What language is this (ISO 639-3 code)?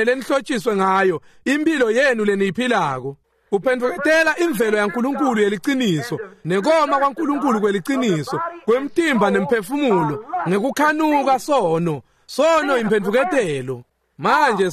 ssw